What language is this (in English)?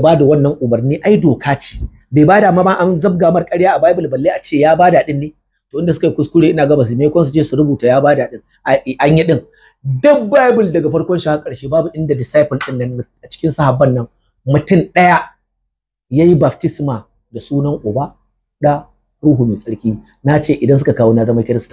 Hausa